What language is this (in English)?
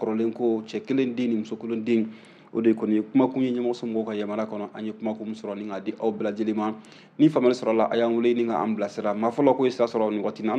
Bambara